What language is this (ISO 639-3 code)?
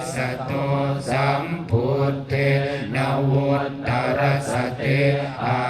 pli